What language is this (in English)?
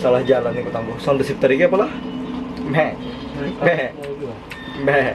Banjar